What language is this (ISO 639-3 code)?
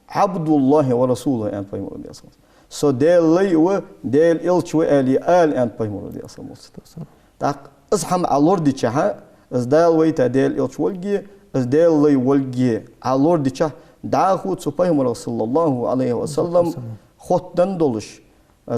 inh